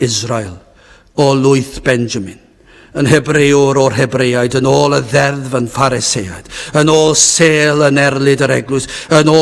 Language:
Welsh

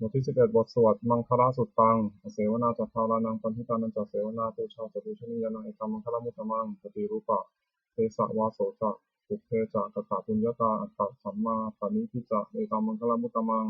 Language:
Pali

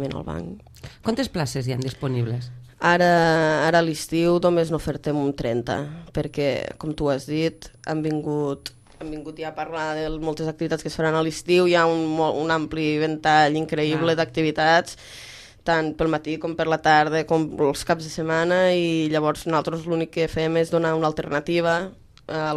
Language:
Catalan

